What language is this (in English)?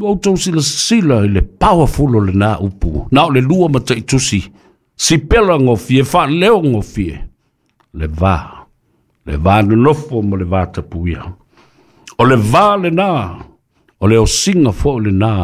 Samoan